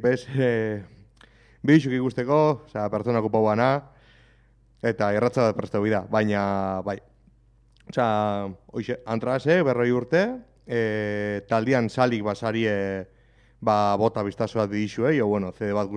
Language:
Basque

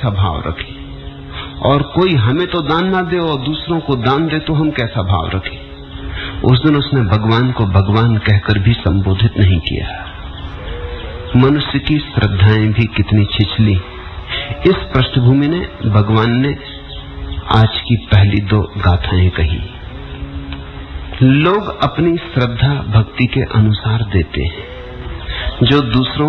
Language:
Hindi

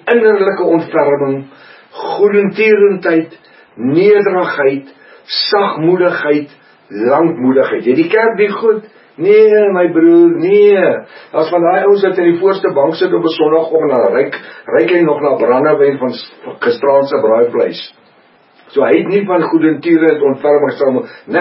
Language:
Afrikaans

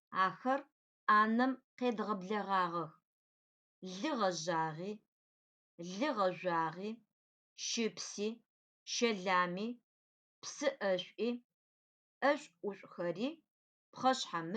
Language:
Adyghe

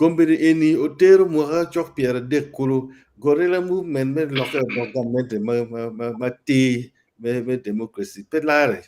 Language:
Acoli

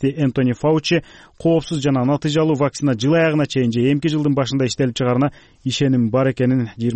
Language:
Kyrgyz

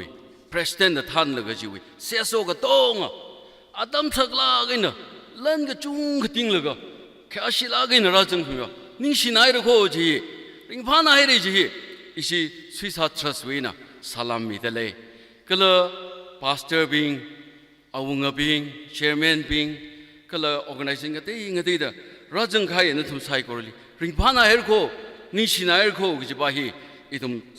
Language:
Tangkhul Naga (India)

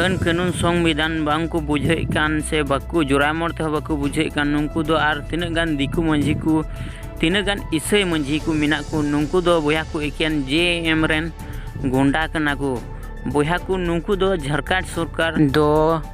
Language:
Santali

